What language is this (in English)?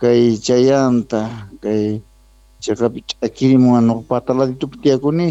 Quechua